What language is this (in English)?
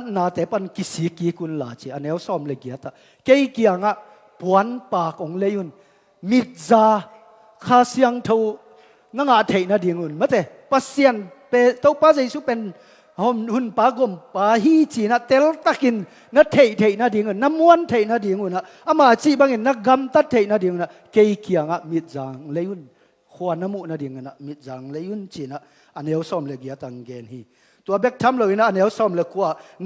Tedim Chin